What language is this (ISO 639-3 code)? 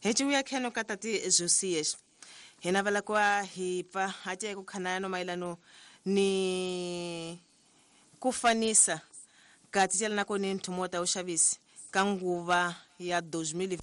tso